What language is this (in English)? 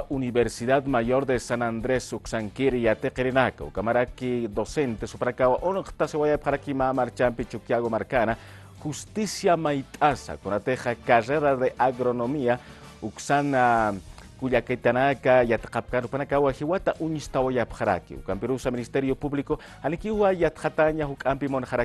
Aymara